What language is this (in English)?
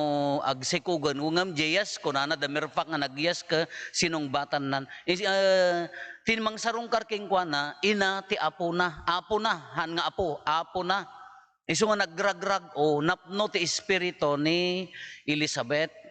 Iloko